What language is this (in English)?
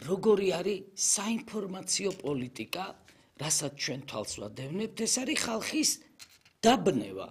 Georgian